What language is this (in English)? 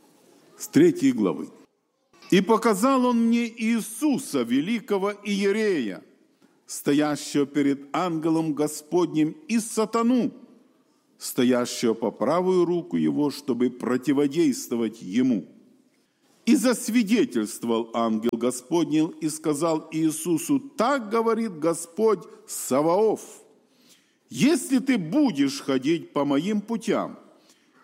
Russian